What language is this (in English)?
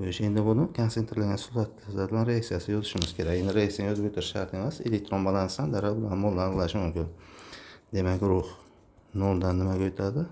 Uzbek